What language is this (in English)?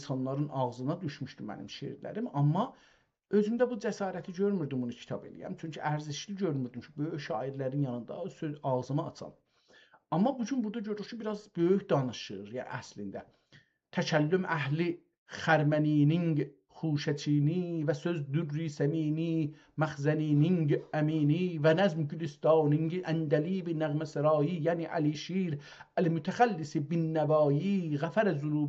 South Azerbaijani